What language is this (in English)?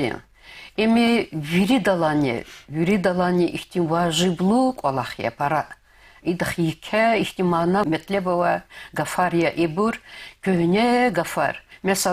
Lezghian